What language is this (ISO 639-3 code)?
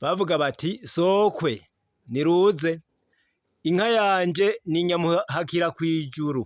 run